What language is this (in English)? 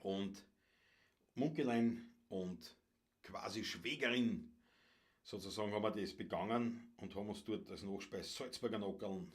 Bavarian